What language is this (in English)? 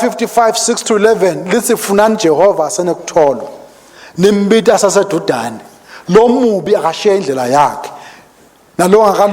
Swati